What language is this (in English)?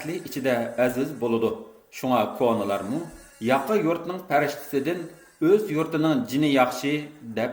Uyghur